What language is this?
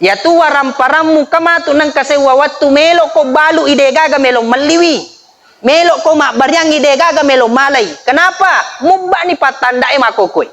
Buginese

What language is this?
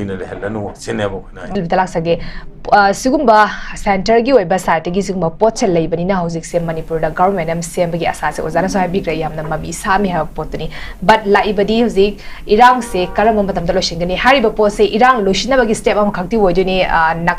Manipuri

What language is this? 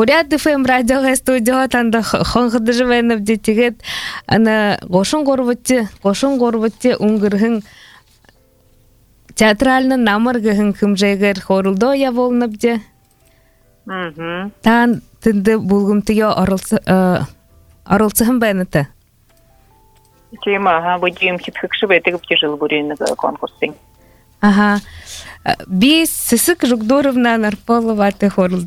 Buriat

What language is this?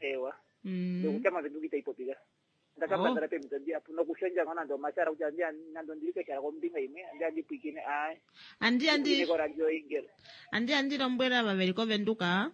Kuanyama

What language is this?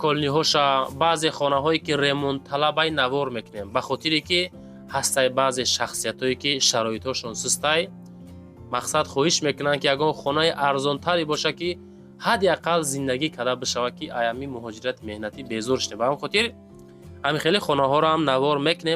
Tajik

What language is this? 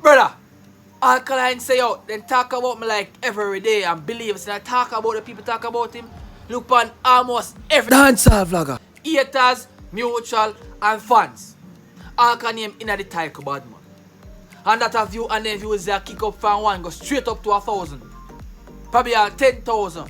Jamaican Creole English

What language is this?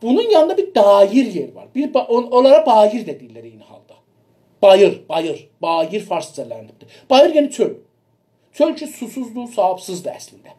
South Azerbaijani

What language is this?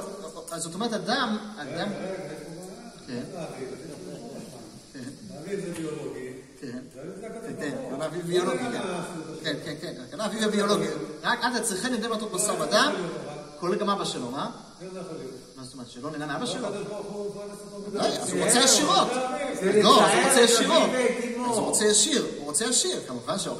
Hebrew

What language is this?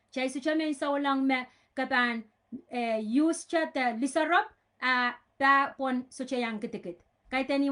Pohnpeian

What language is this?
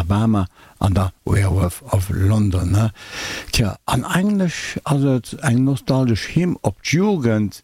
Luxembourgish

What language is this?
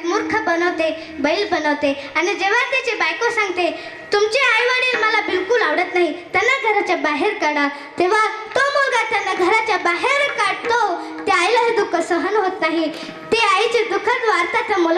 Marathi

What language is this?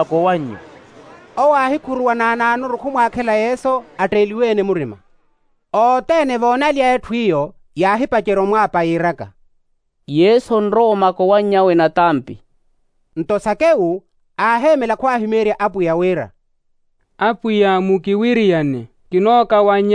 Makhuwa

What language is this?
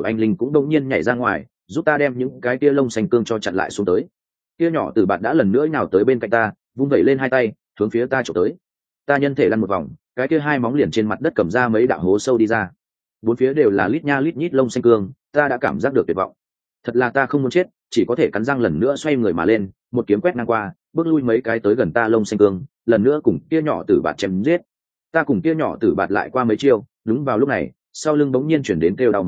Vietnamese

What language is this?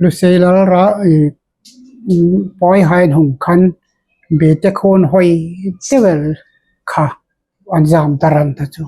Hmar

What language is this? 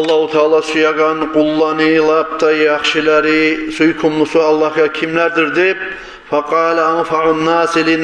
Kumyk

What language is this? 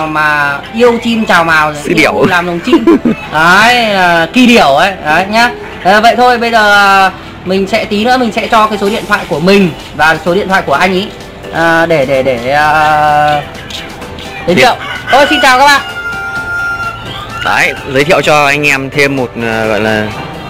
Vietnamese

